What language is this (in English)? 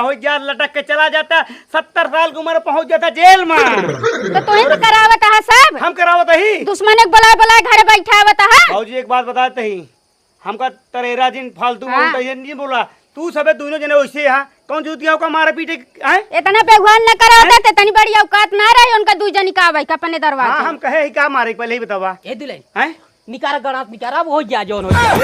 Awadhi